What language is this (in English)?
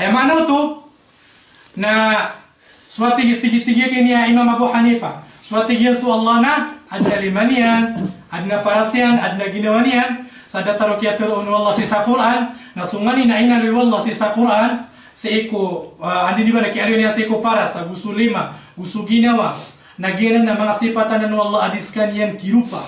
Maranao